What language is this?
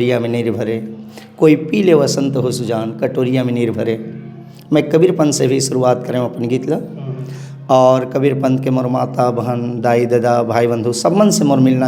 Chhattisgarhi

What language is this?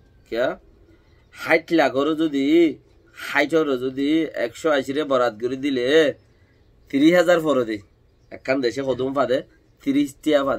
Rohingya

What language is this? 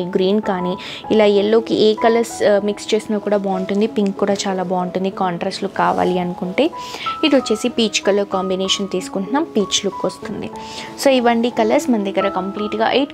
Telugu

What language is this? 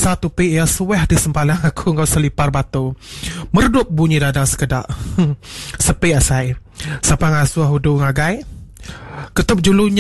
Iban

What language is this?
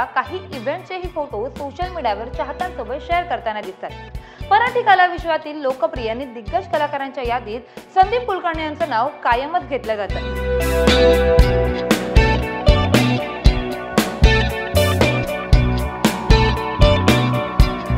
Marathi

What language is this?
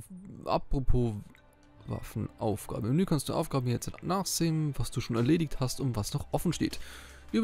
German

